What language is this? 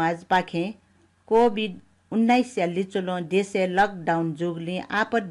Newari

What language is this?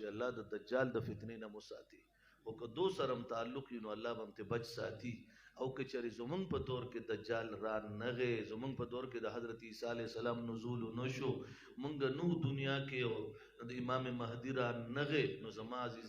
Pashto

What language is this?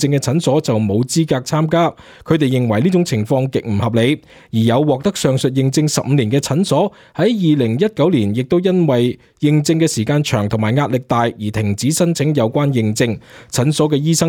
Cantonese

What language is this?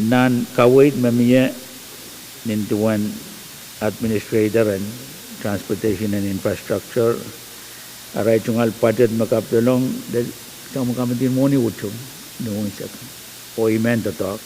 Pohnpeian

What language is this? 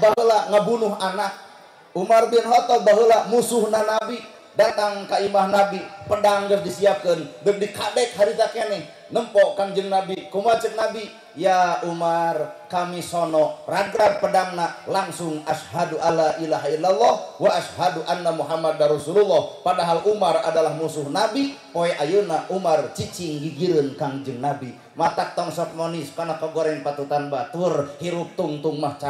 Sundanese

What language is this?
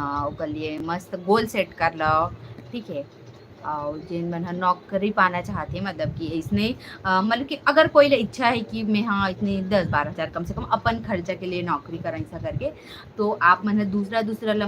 Chhattisgarhi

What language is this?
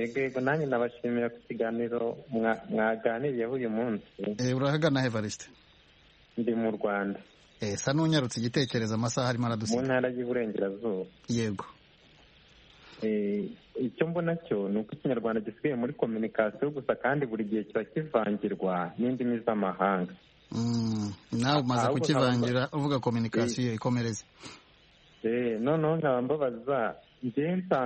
Kinyarwanda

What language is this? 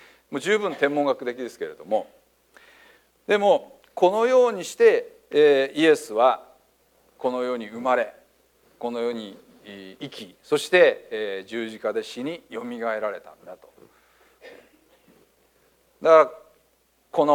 Japanese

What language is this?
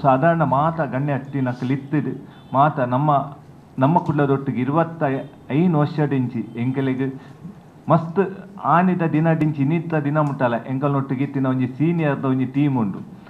Tulu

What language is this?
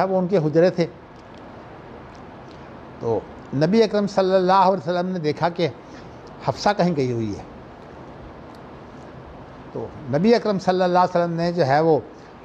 Urdu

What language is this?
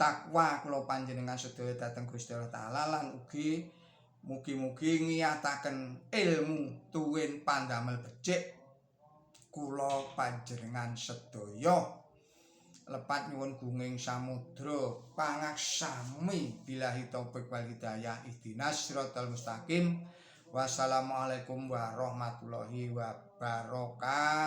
Javanese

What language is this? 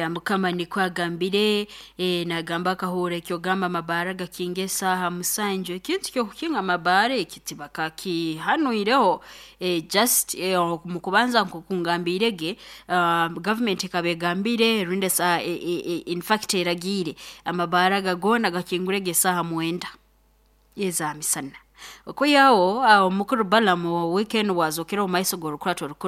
Nyoro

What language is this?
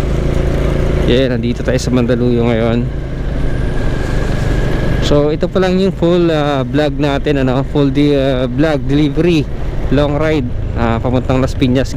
Filipino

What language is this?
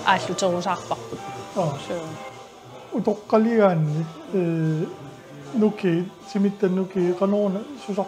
Kalaallisut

